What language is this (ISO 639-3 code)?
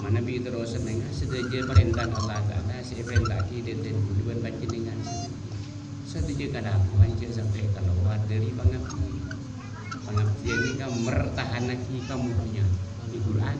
mad